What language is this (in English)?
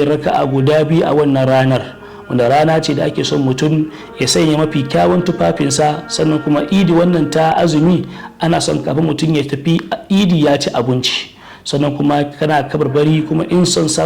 Hausa